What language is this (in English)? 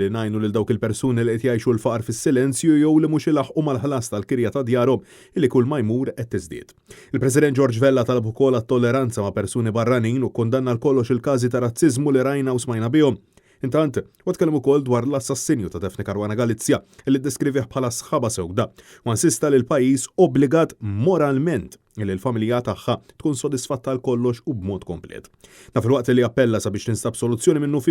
Maltese